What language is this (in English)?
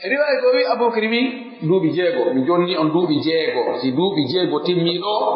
Pular